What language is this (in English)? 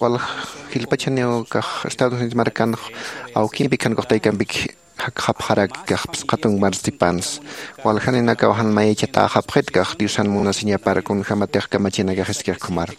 Aymara